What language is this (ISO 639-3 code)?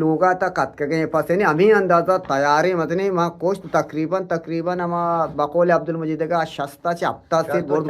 bgp